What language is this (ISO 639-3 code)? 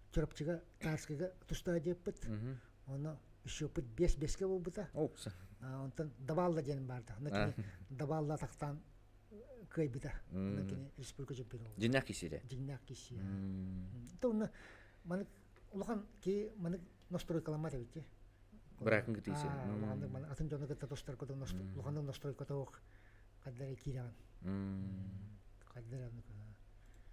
sah